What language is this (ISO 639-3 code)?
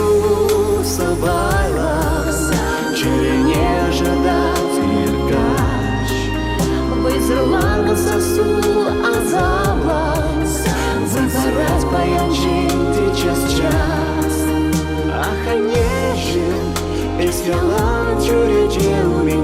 chv